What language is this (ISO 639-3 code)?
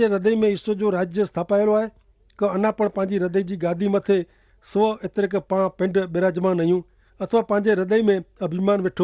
kfr